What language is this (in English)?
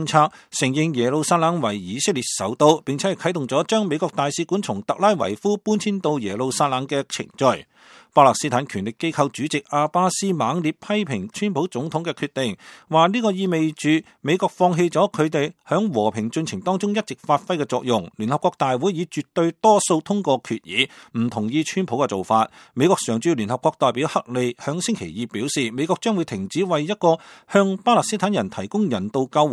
Cantonese